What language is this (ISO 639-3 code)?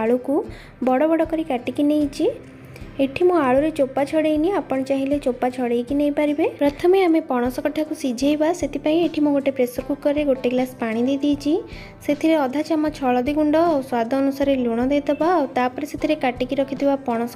ori